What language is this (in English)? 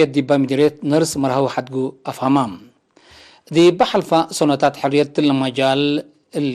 Tigre